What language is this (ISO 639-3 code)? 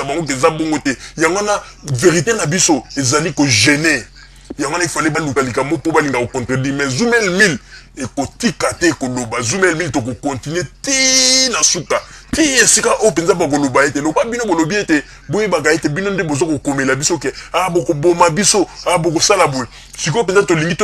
lin